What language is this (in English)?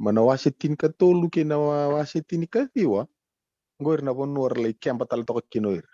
Fijian